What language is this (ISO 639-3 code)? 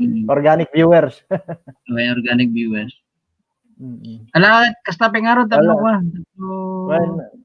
ilo